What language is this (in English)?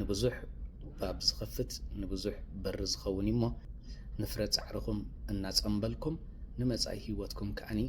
Tigrinya